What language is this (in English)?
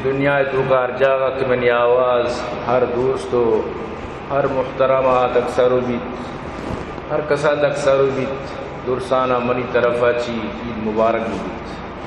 Baluchi